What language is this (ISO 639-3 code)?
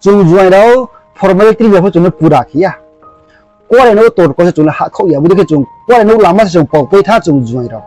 ria